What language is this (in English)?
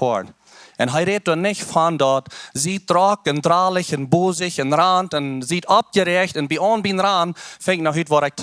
Plautdietsch